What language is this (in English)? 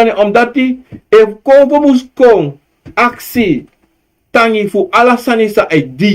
Sranan Tongo